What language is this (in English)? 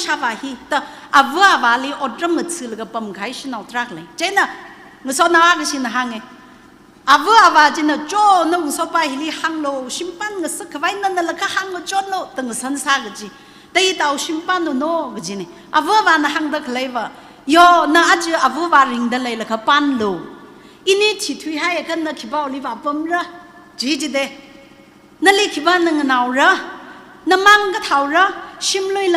Tangkhul Naga (India)